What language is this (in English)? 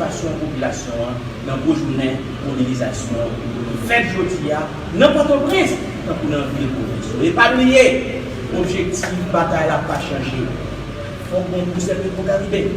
Haitian Creole